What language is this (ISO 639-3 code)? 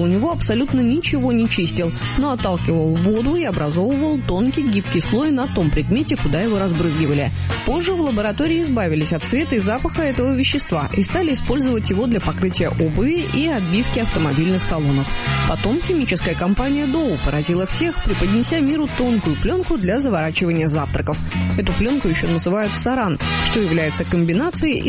rus